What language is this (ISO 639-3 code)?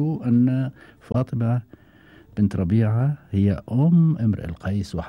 afb